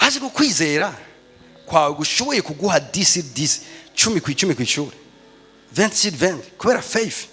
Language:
Rundi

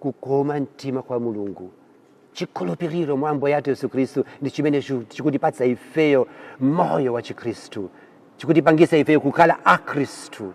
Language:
Nyanja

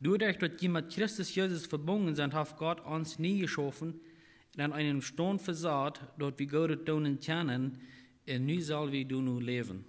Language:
Plautdietsch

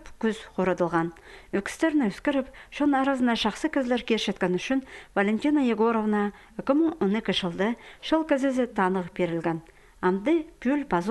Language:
Khakas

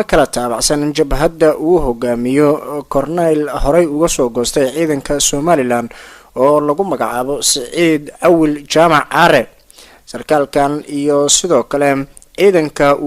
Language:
Somali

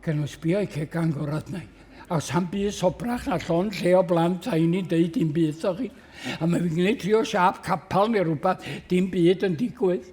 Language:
Welsh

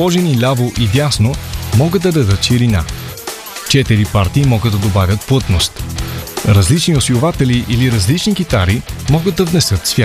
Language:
Bulgarian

